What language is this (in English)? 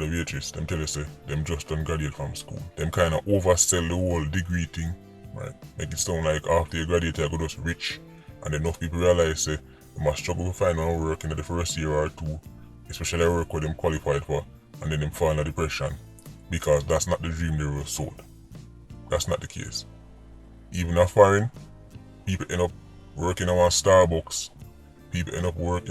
Jamaican Creole English